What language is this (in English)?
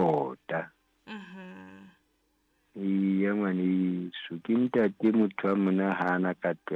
Southern Sotho